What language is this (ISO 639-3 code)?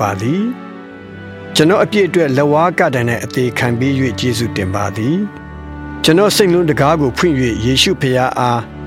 mya